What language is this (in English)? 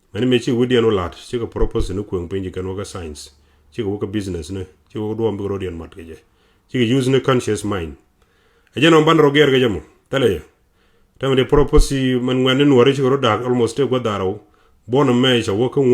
Nuer